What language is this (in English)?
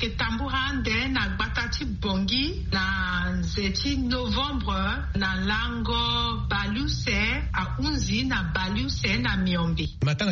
Sango